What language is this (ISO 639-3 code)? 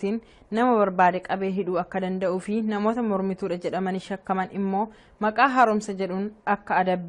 orm